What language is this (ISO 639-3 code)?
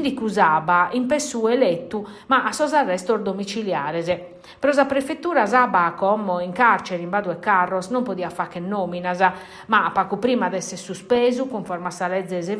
srd